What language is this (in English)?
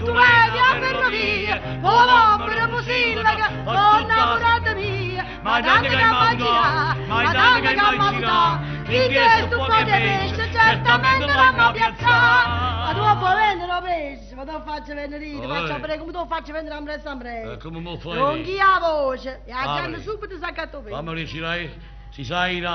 Neapolitan